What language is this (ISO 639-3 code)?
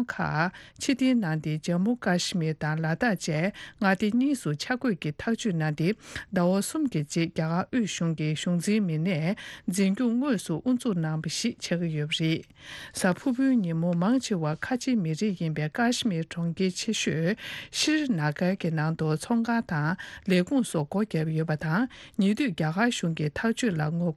bod